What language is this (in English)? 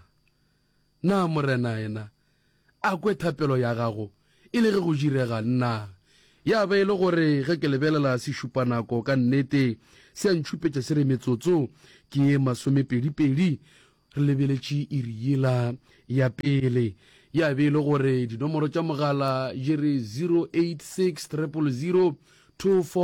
Northern Sotho